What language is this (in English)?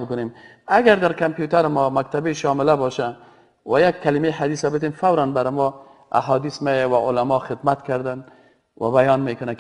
Persian